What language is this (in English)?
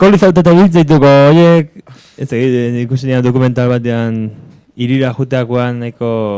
Basque